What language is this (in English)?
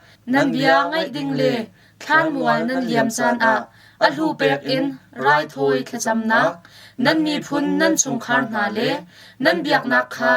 Hakha Chin